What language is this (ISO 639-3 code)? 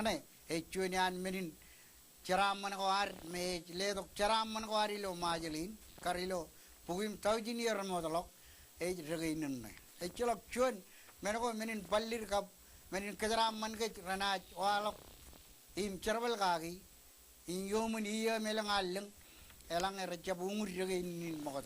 mah